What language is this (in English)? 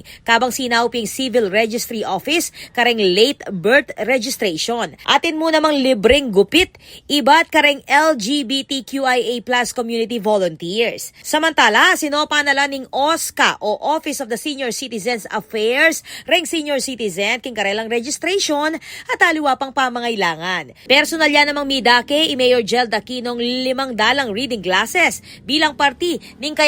Pampanga